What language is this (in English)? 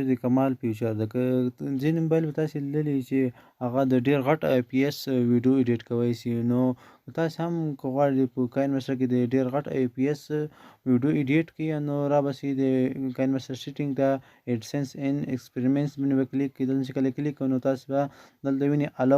Pashto